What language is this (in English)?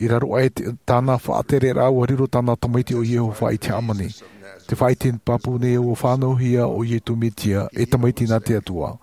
Tahitian